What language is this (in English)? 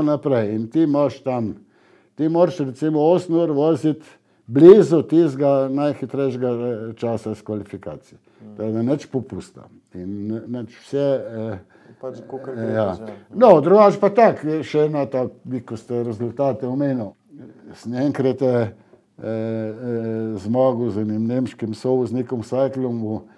Slovenian